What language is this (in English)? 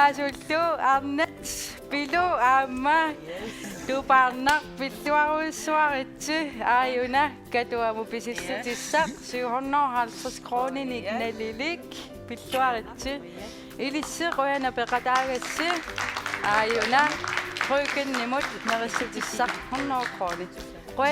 Kalaallisut